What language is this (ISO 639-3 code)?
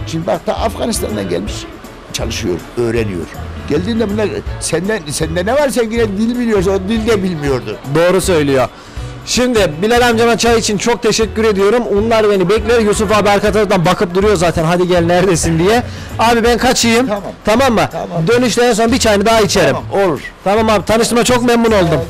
tur